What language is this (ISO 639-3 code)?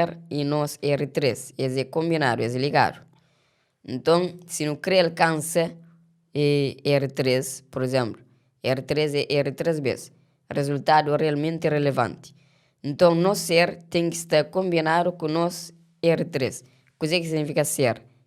kea